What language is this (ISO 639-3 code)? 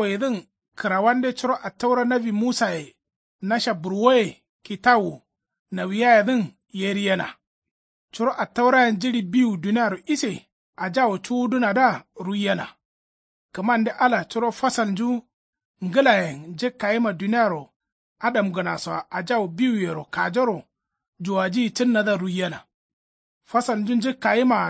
kau